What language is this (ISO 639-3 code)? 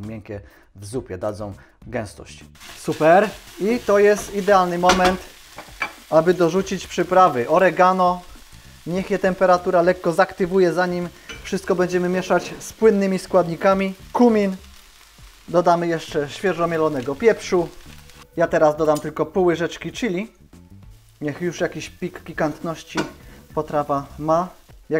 pol